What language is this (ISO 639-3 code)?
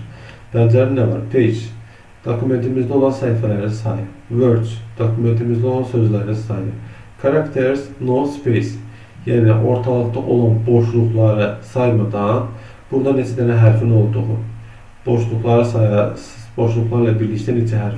aze